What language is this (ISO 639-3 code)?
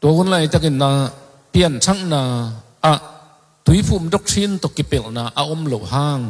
ctd